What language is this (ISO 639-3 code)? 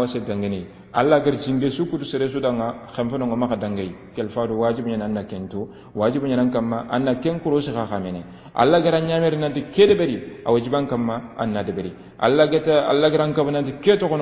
snk